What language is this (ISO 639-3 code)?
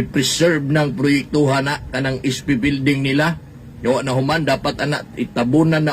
ceb